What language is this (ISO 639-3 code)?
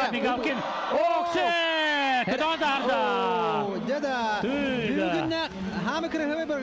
sah